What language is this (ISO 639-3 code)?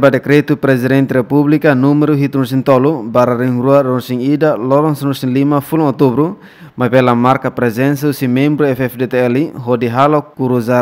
tet